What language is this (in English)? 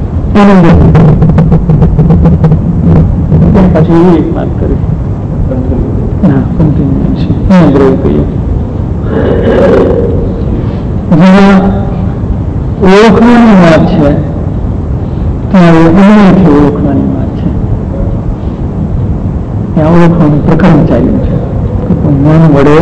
Gujarati